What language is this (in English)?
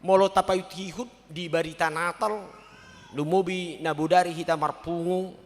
Batak Toba